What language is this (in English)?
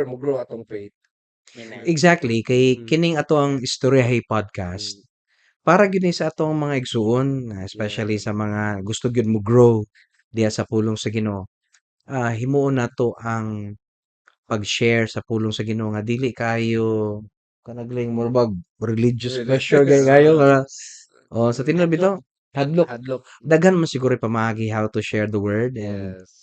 Cebuano